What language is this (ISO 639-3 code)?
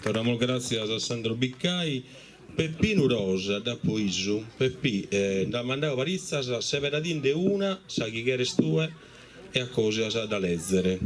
srd